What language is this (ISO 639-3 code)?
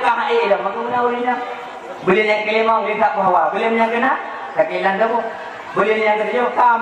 ace